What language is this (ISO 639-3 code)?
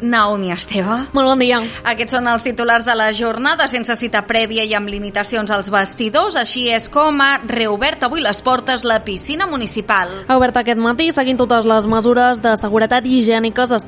cat